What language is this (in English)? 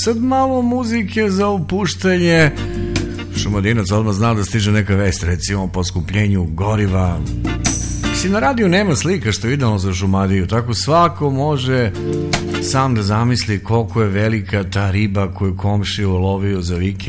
Serbian